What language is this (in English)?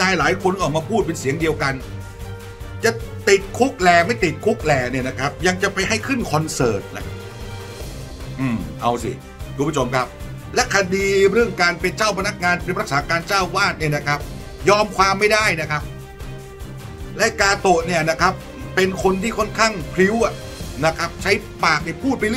Thai